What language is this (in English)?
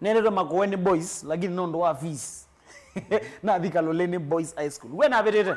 Kamba